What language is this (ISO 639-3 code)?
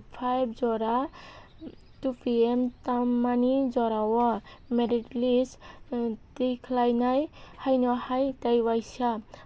trp